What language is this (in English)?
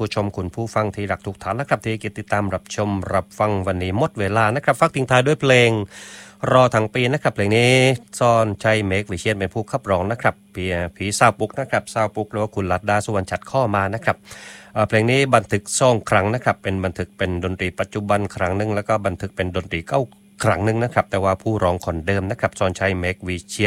Thai